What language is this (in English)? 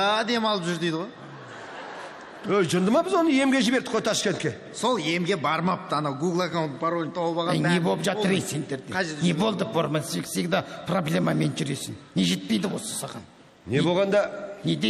Kazakh